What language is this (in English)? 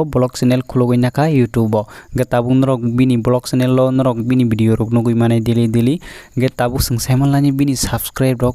Kok Borok